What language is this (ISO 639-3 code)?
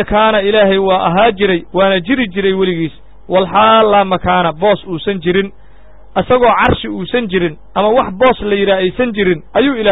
som